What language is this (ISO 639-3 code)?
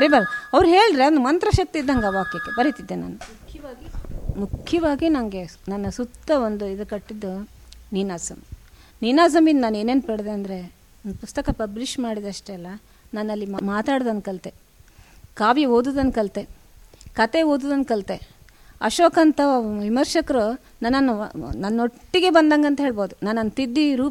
kan